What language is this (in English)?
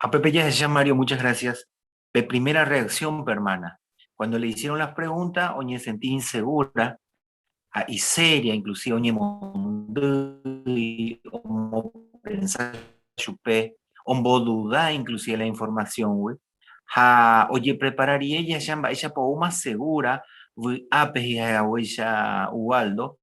Guarani